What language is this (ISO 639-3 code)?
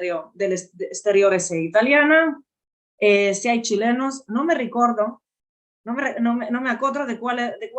lad